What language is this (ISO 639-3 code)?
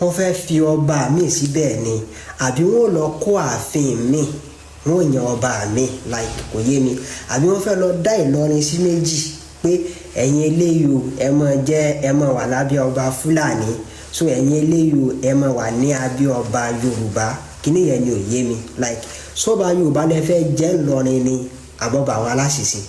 yor